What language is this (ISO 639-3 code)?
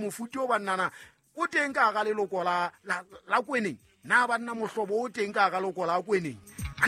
sot